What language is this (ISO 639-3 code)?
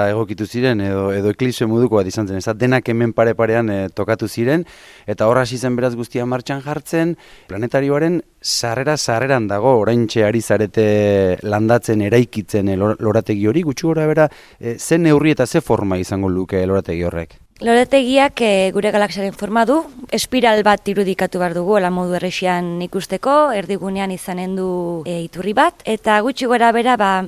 eus